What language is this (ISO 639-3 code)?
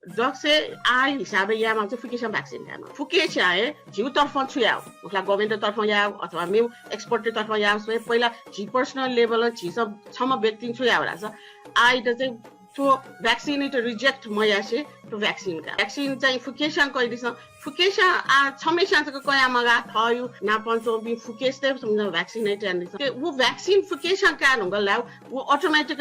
new